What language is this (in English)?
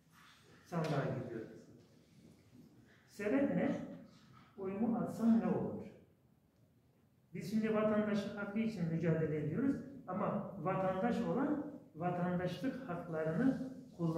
Turkish